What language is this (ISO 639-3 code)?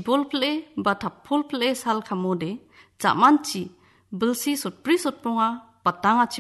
grt